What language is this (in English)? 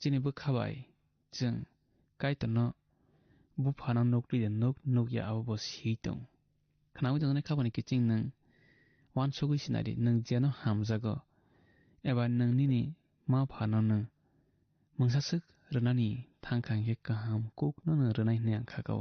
Kok Borok